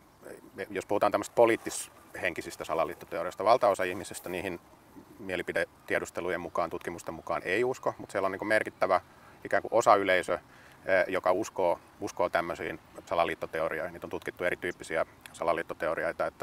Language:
Finnish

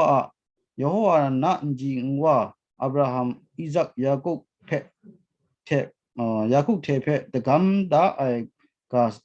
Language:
Kachin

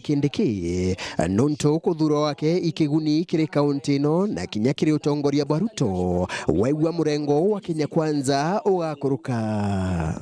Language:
Meru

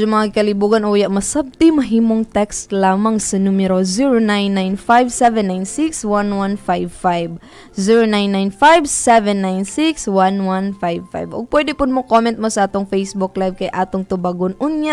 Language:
Cebuano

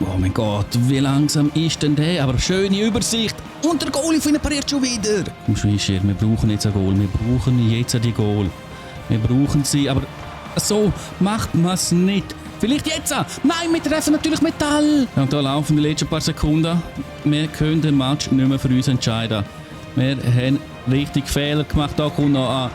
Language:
Swiss German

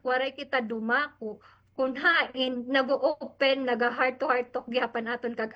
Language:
Waray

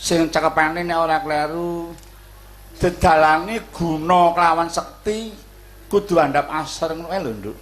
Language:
Javanese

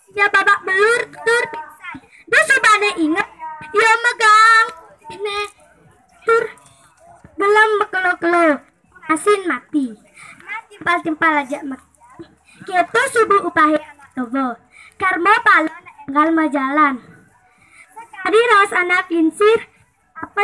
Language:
Balinese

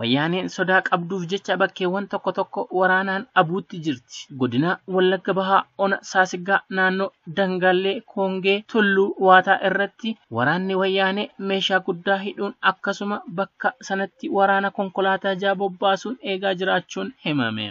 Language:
Oromo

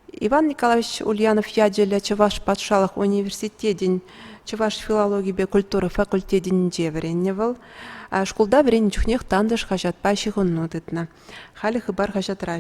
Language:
Chuvash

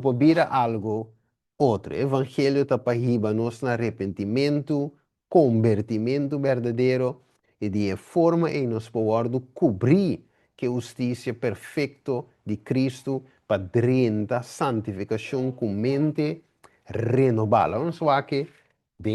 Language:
Papiamento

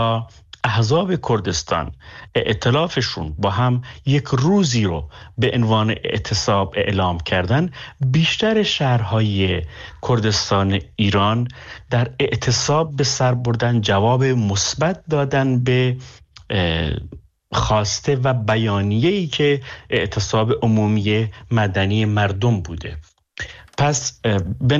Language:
Persian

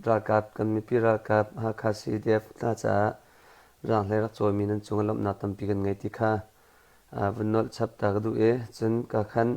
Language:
Hakha Chin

